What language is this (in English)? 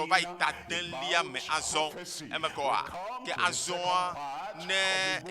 Ewe